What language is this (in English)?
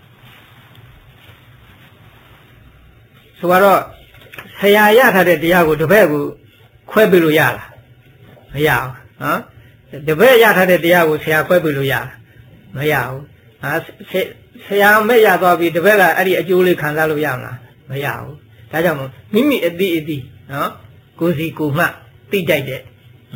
Burmese